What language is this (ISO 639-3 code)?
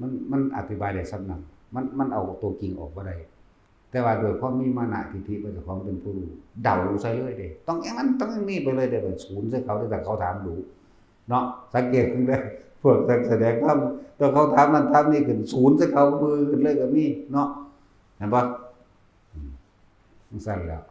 tts